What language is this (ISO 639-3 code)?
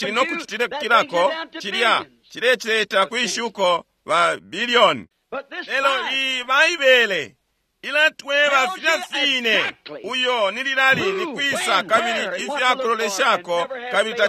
bem